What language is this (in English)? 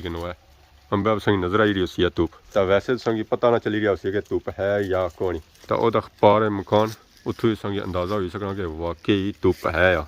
Pahari-Potwari